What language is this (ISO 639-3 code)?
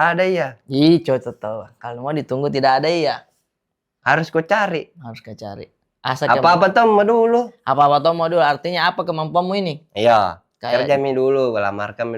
mfp